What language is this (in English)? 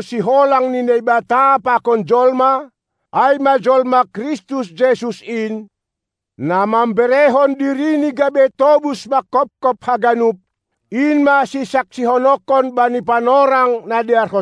Batak Simalungun